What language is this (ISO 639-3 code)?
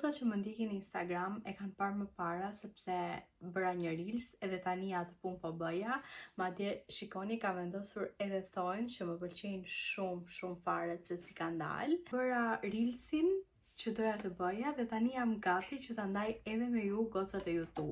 sqi